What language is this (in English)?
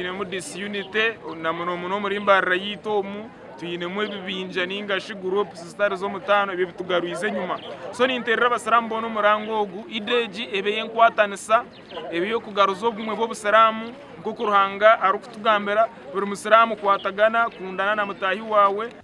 Nyankole